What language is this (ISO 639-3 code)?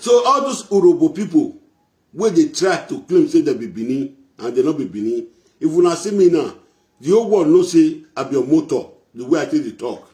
pcm